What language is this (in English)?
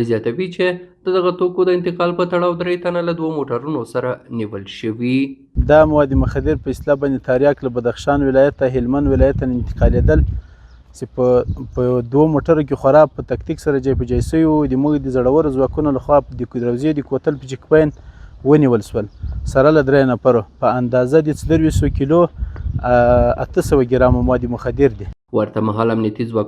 Pashto